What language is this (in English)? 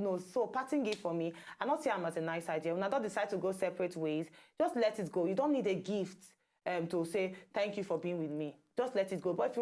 Nigerian Pidgin